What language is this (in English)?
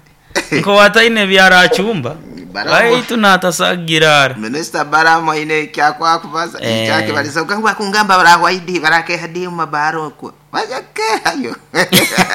Nyoro